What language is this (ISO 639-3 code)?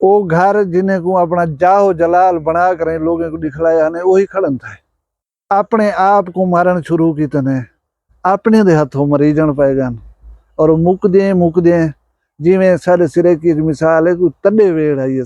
skr